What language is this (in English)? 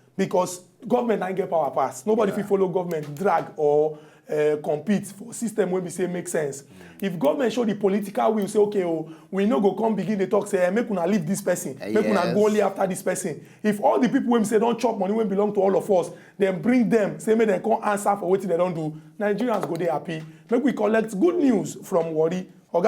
Nigerian Pidgin